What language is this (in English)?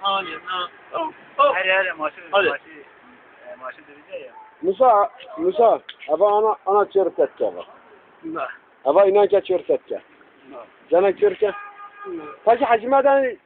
Kurdish